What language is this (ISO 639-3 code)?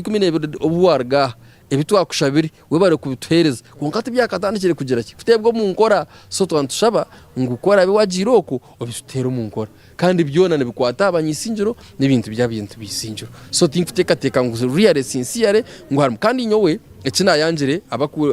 nyn